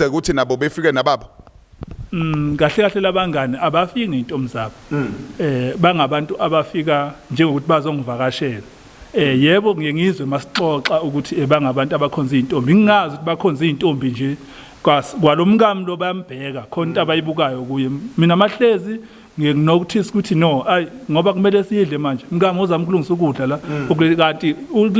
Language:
Zulu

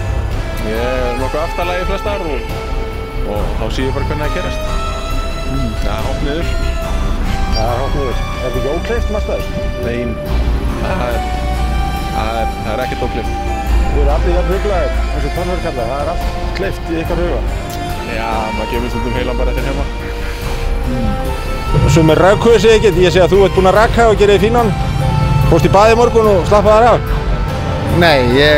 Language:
Icelandic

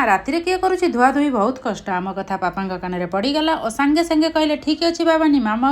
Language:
Odia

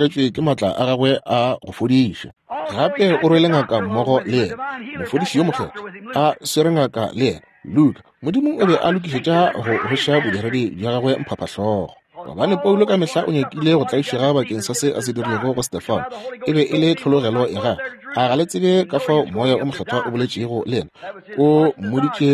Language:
Northern Sotho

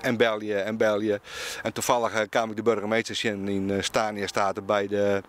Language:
Western Frisian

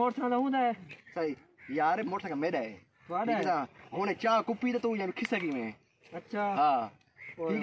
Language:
Saraiki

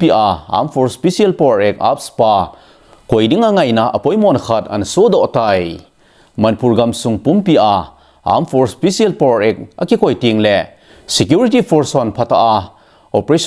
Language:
Thado Chin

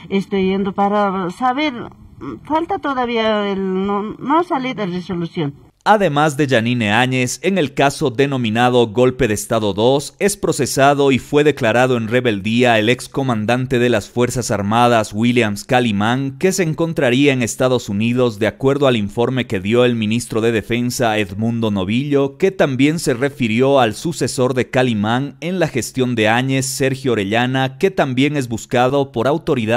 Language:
Spanish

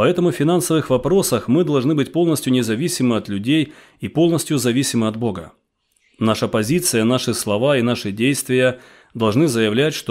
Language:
Russian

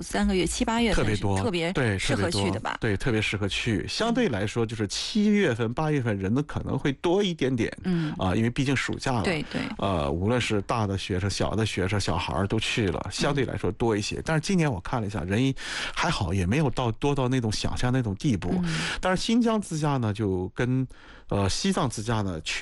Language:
Chinese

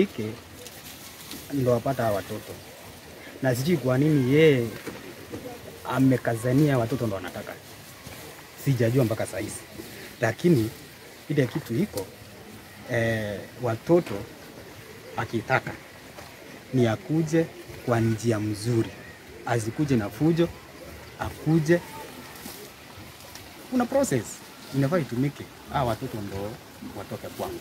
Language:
Swahili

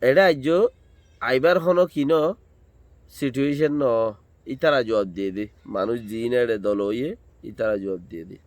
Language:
Rohingya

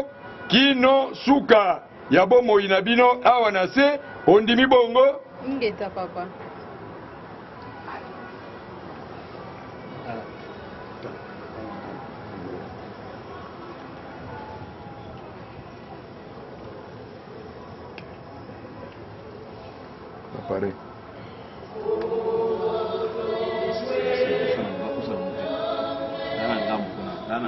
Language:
Lingala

